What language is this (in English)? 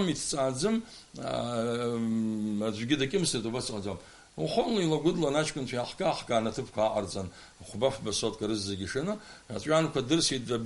Abkhazian